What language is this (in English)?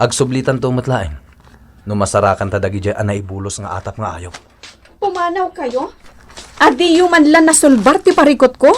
Iloko